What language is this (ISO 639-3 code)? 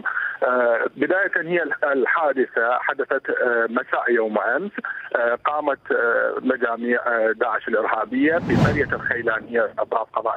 acm